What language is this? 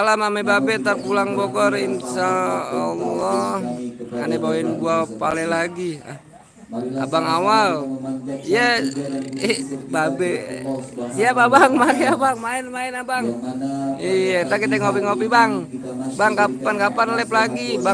Betawi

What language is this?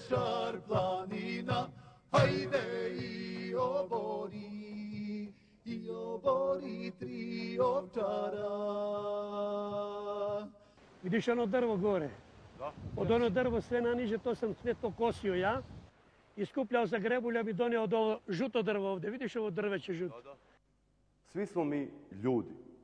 Serbian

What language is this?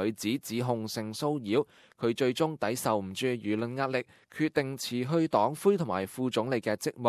Cantonese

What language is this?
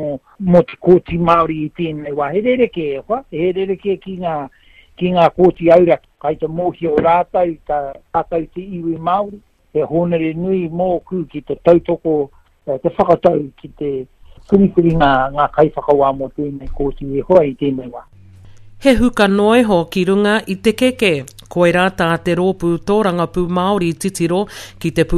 Māori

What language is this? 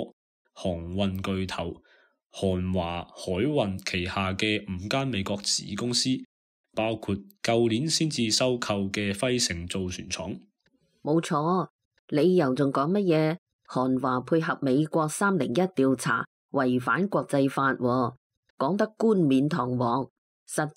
Cantonese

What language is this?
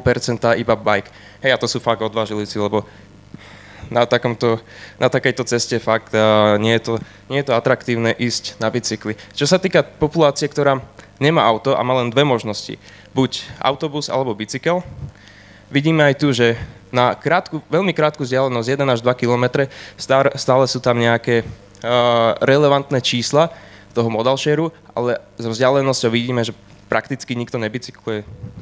Slovak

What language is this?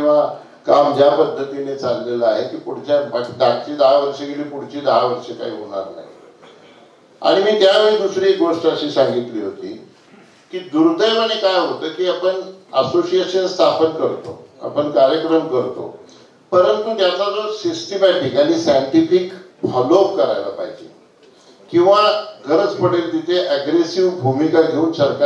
Marathi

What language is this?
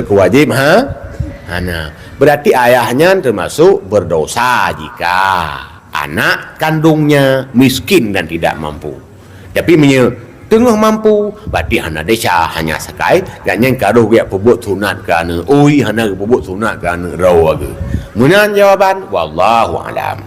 Achinese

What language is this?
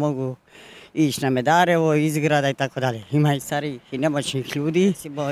Croatian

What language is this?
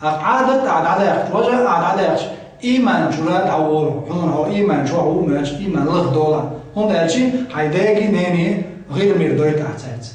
Chechen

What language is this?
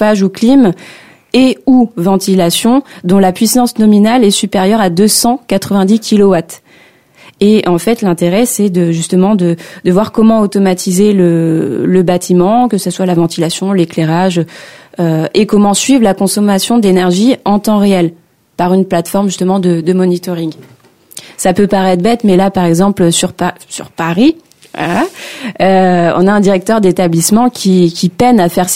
French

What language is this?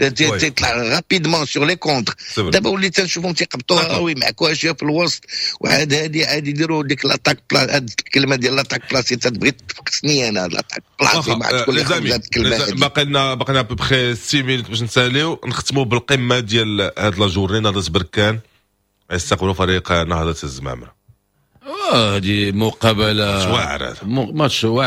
Moroccan Arabic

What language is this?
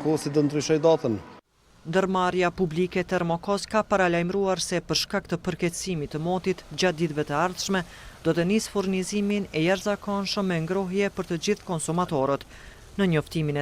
Albanian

